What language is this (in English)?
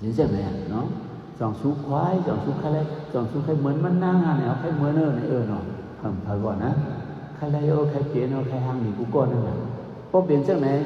Shan